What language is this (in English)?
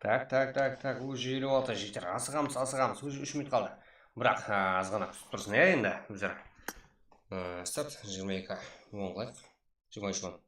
Kara-Kalpak